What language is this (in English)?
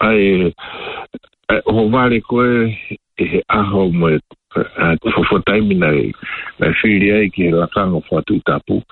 Tongan